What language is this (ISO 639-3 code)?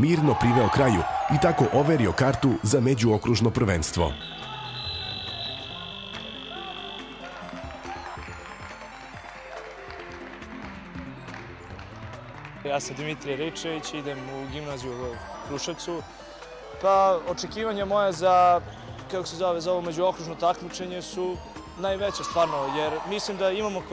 srp